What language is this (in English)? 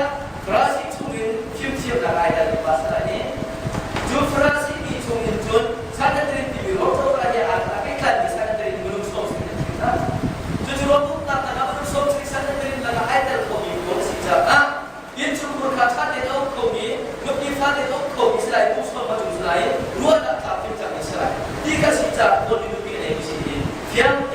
Hakha Chin